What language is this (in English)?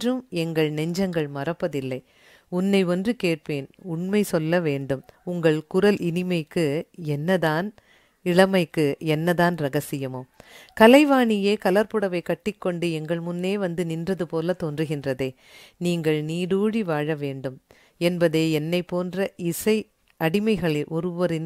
Tamil